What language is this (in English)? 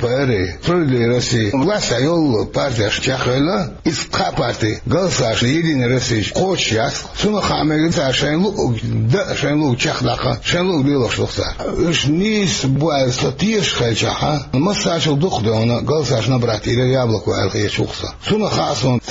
Chechen